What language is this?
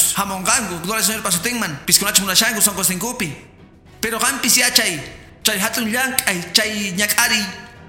Quechua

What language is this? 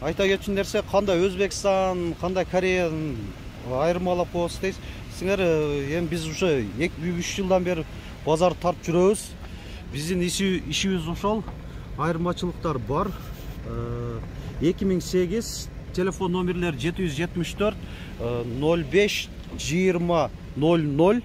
Kyrgyz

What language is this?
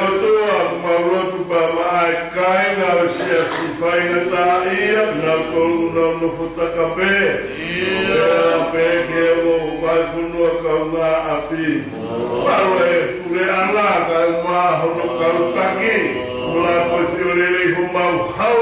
Tongan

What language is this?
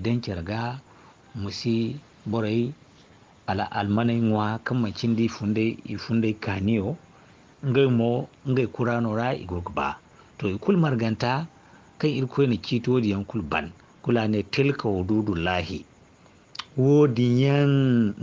Zarma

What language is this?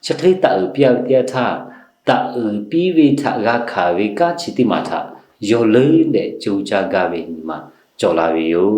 Lahu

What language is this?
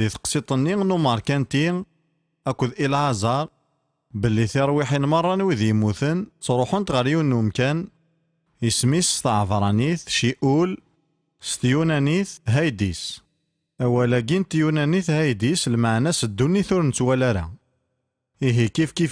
Kabyle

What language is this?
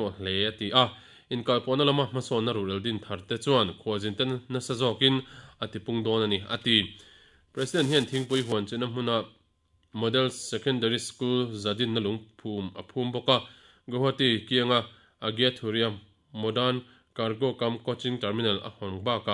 Mizo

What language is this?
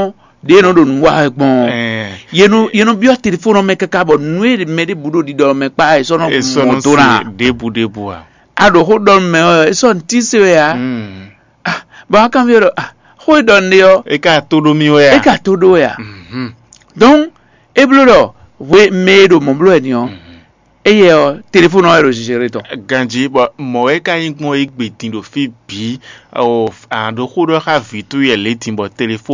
Fon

